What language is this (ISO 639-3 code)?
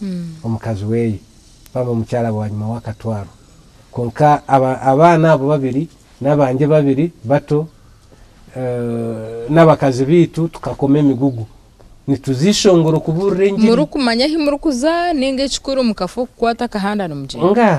nyn